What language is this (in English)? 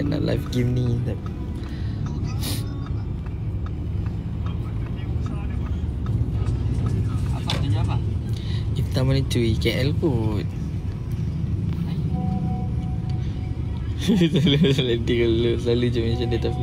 Malay